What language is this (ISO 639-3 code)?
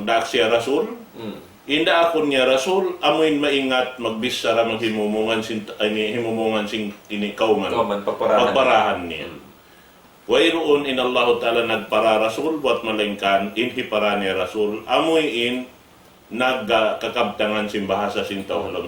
tsg